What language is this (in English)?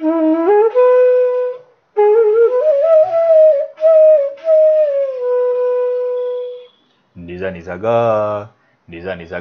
Hindi